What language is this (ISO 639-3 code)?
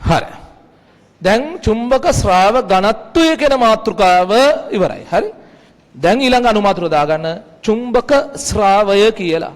sin